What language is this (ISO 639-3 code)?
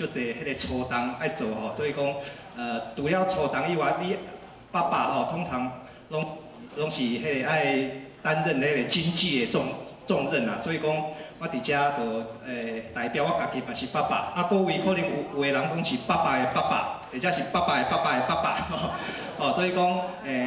nan